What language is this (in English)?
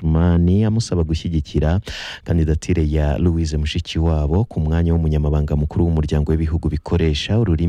Kinyarwanda